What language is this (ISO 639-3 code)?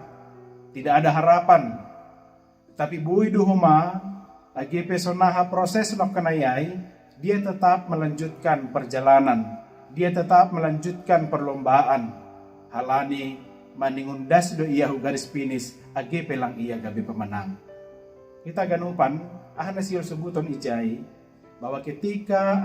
bts